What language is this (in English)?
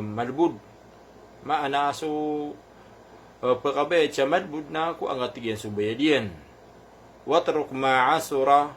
Maranao